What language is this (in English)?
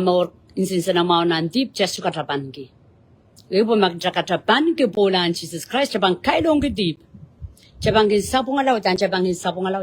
Pohnpeian